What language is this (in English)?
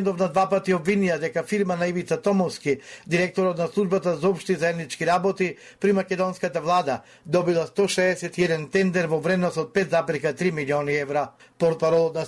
Macedonian